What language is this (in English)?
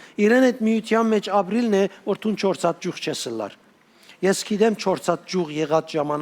Western Armenian